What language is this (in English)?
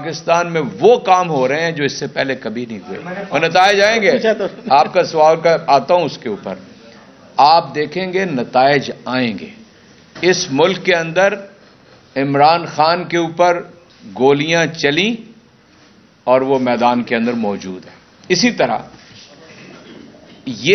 Urdu